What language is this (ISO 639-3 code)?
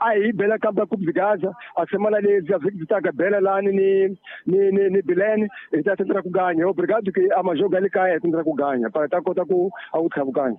tso